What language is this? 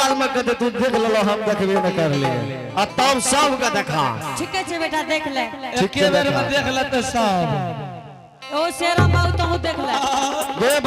Angika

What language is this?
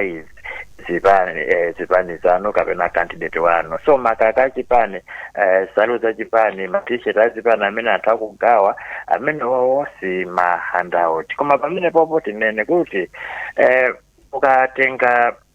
Nyanja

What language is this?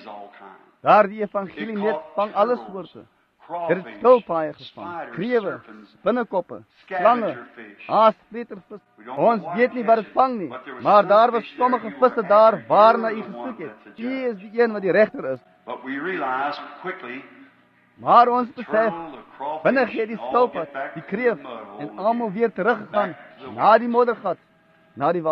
Afrikaans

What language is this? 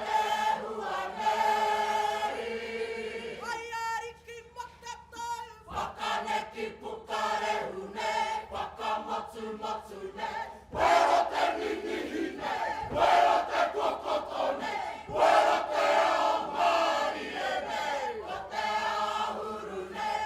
Māori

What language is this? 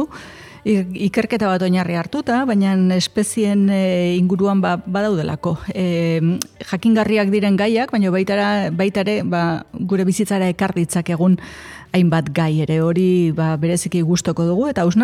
Basque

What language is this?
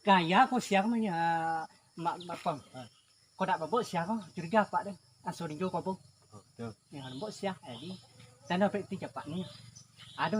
Minangkabau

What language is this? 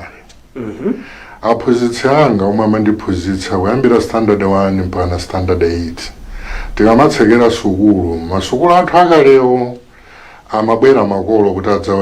Nyanja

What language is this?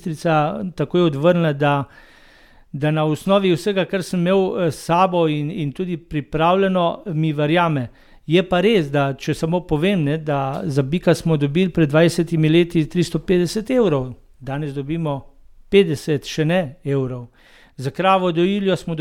Slovenian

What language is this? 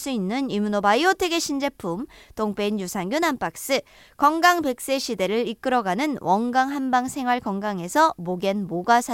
Korean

